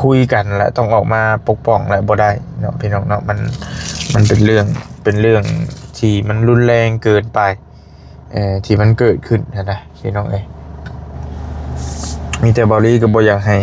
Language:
Lao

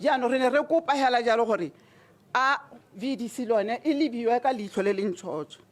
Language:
Tswana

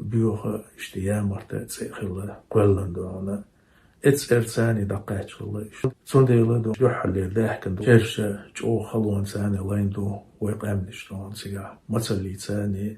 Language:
Chechen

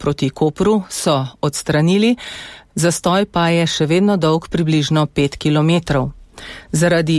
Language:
Slovenian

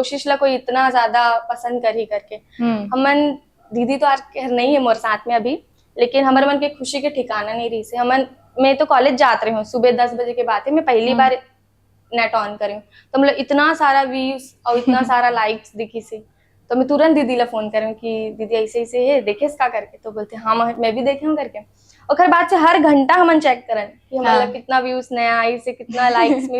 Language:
Chhattisgarhi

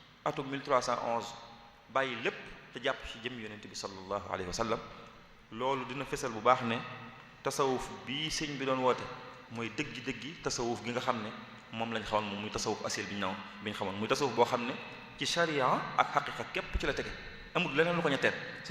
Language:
Wolof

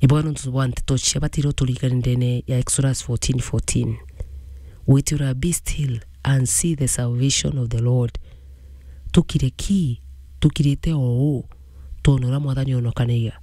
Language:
Meru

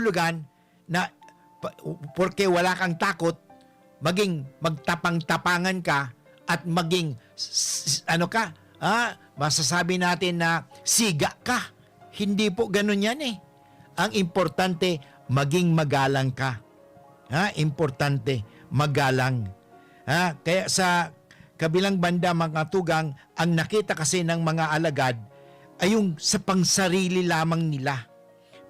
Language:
Bikol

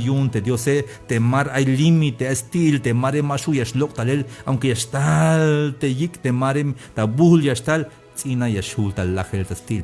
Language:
Tzeltal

